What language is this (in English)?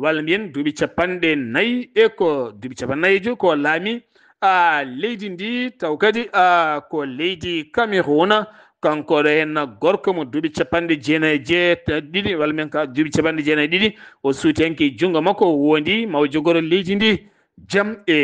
Fula